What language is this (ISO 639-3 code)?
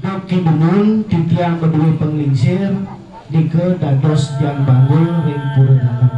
ban